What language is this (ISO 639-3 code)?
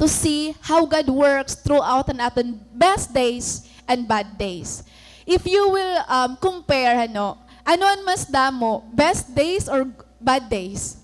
war